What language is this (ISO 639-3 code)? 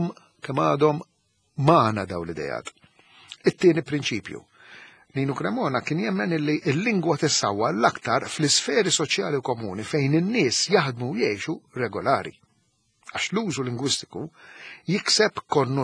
mlt